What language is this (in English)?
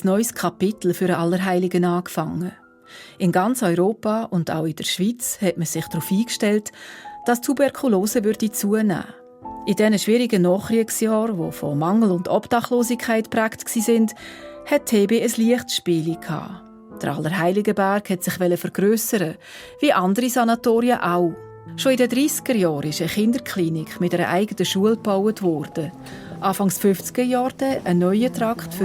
Swiss German